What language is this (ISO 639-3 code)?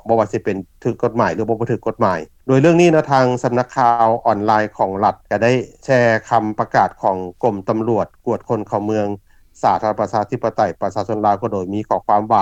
lao